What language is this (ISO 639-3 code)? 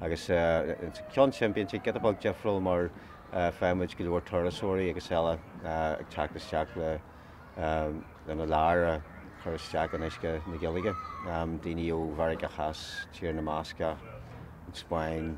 gle